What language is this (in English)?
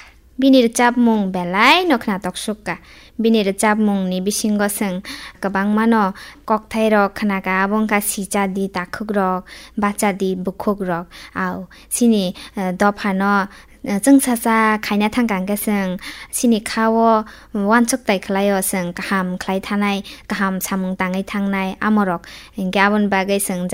Kok Borok